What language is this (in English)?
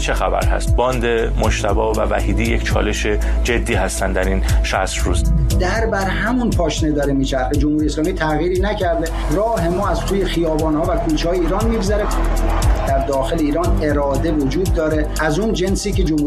Persian